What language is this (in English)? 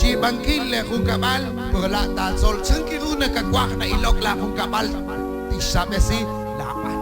Kekchí